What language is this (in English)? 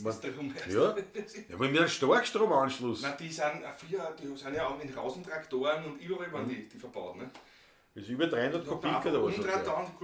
Bavarian